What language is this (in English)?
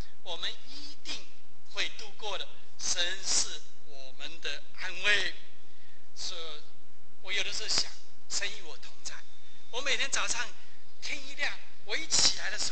Chinese